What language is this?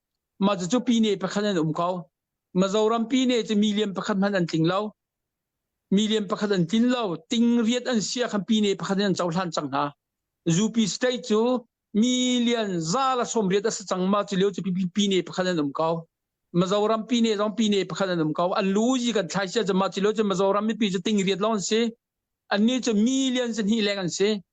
Hakha Chin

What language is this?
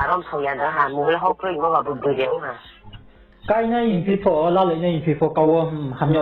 Riang (India)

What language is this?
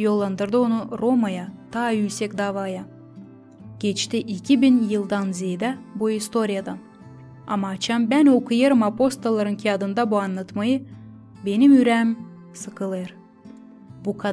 Gagauz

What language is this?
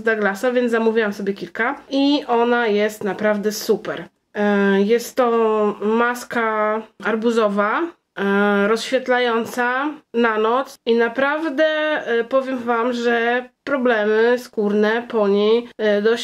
Polish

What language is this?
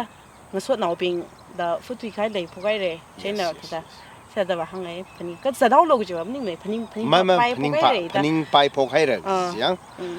Tangkhul Naga (India)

